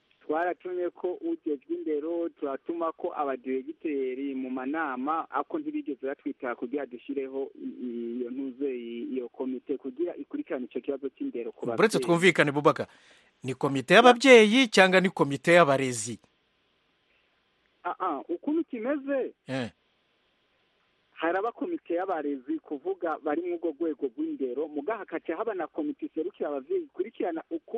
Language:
Kinyarwanda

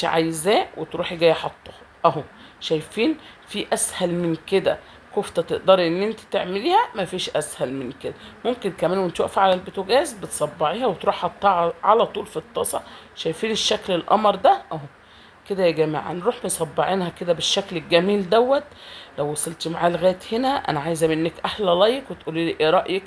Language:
Egyptian Arabic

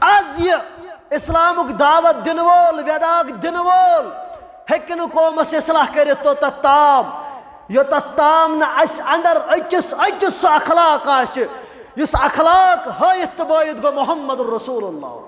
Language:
Kashmiri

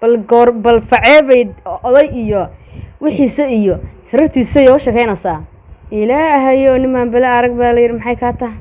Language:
Somali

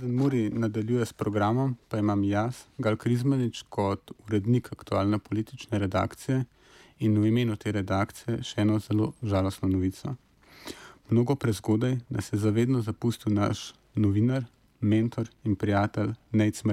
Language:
Slovenian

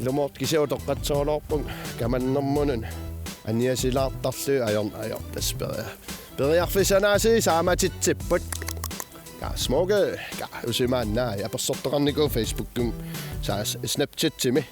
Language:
Kalaallisut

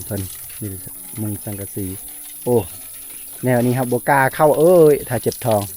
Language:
Lao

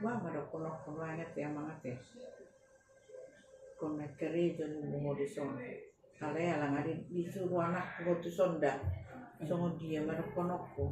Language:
Batak Toba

